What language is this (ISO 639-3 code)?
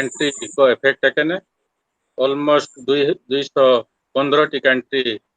sat